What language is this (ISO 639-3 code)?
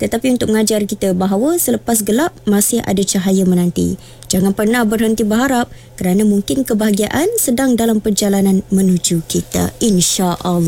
msa